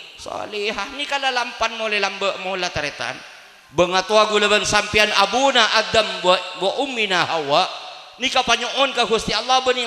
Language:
Madurese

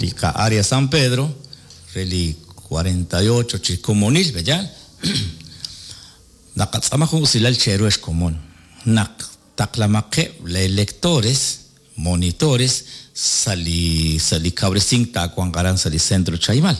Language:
Kekchí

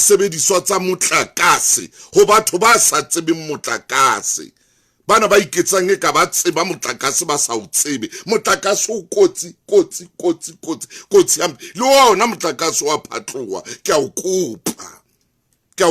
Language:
Southern Sotho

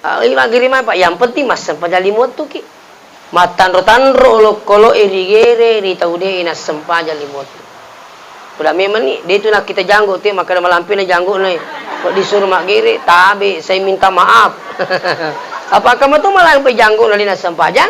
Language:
Buginese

